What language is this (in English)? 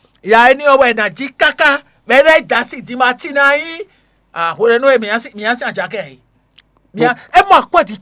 Fon